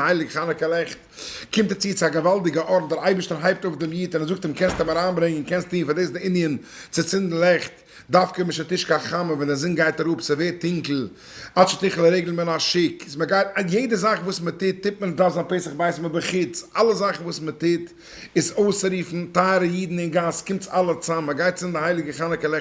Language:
Yiddish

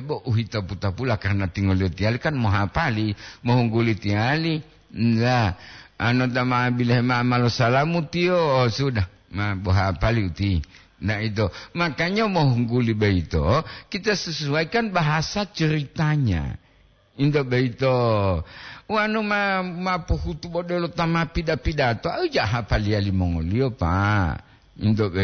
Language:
Gorontalo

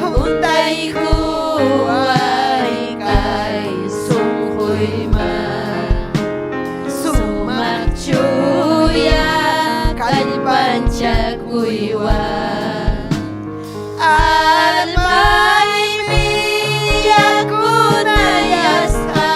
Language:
Ayacucho Quechua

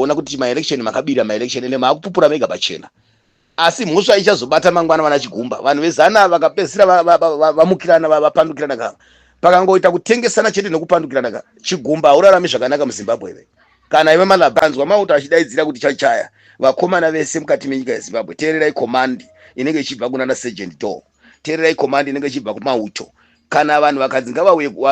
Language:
Shona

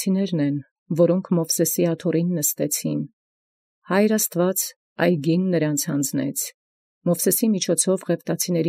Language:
Armenian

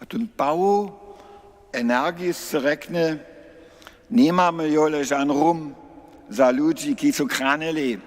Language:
Upper Sorbian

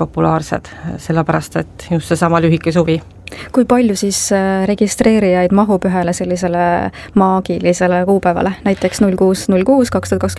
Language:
Estonian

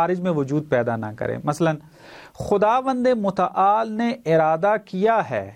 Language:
Urdu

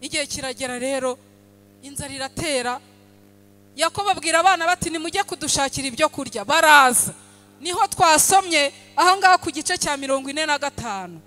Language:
Kinyarwanda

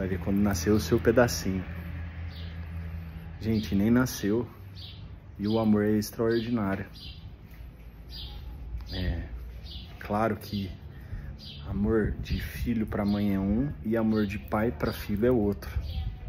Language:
Portuguese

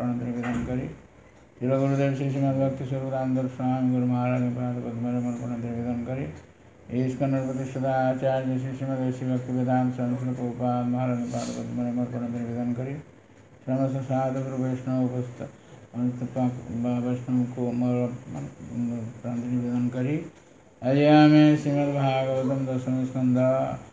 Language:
Odia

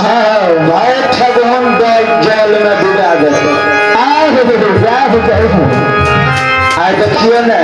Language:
Maithili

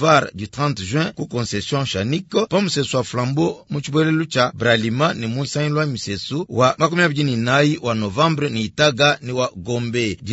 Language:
Luba-Lulua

